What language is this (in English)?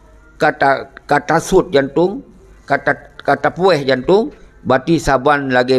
Achinese